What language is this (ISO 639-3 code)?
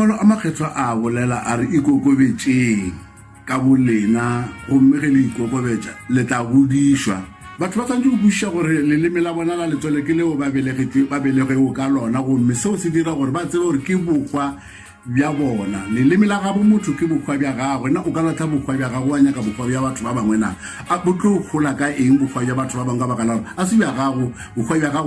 nso